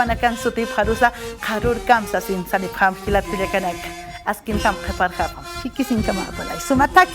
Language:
Aymara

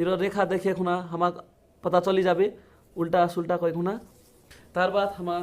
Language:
Rajbanshi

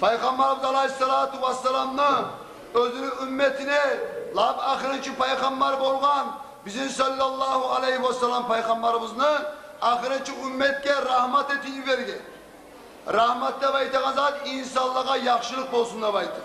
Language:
Kumyk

